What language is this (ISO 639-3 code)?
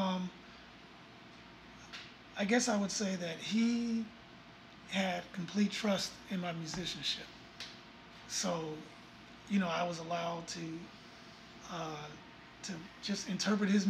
eng